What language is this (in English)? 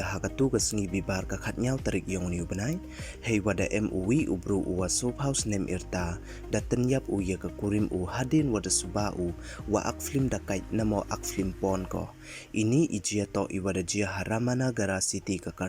Pnar